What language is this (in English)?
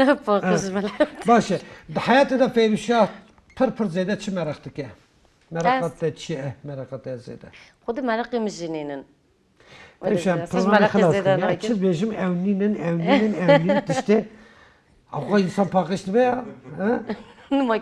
Kurdish